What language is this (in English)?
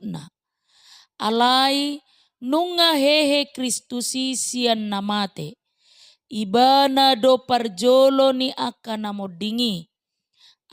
Batak Toba